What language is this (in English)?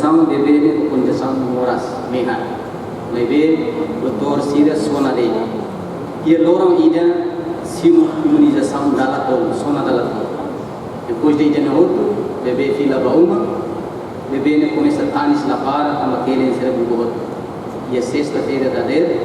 Tetum